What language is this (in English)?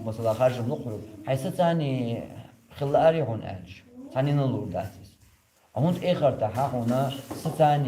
Chechen